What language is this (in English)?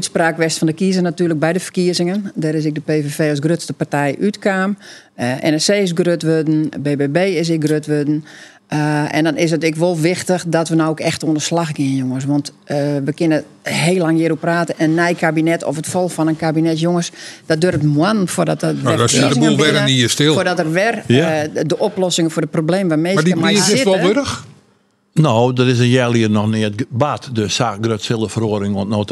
Western Frisian